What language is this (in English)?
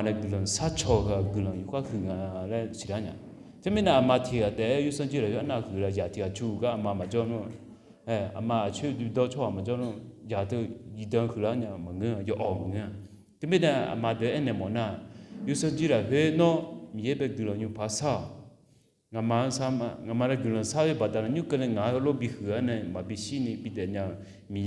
Akha